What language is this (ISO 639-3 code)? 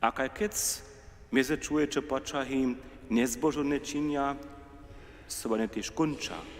hsb